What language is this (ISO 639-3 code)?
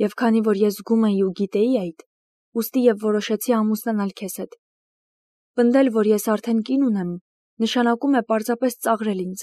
hye